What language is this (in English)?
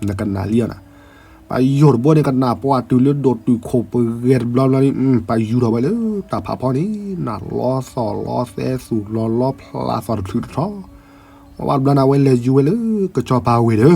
S'gaw Karen